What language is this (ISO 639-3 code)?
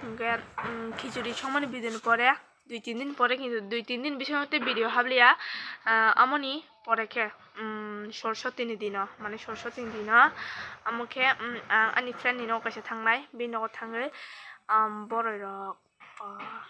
trp